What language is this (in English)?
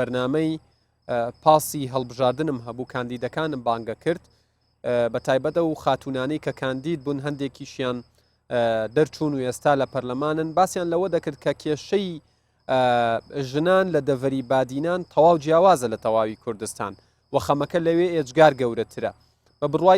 Central Kurdish